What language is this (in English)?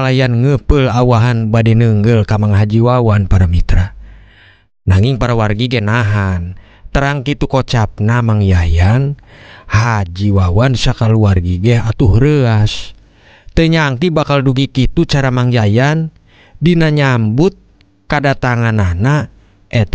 Sundanese